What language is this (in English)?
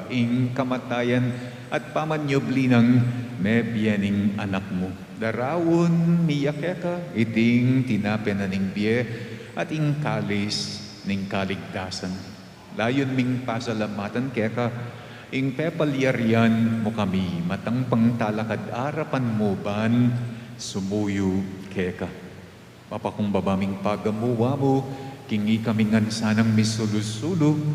Pampanga